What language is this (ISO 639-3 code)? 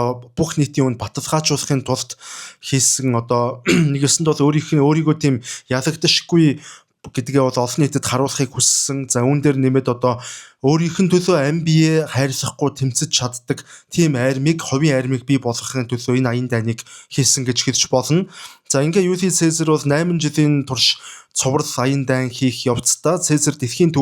mon